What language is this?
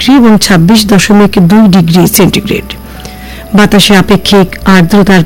Bangla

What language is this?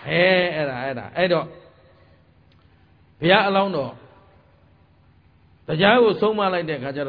Burmese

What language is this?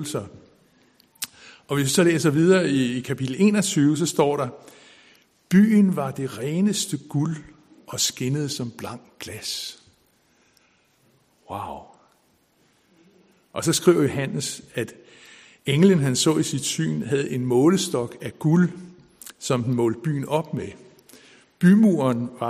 Danish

